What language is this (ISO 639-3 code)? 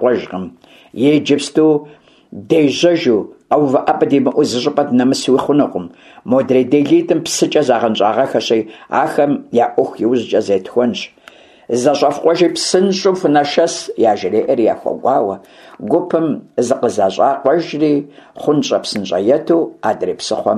kbd